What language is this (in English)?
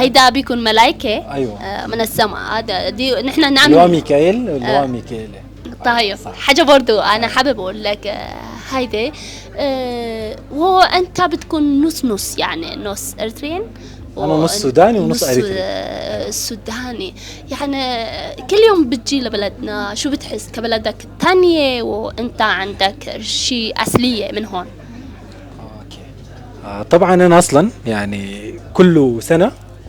Sudanese Arabic